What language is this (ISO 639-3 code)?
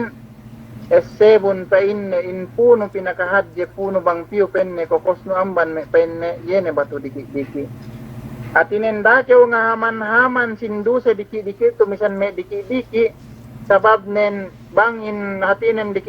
yka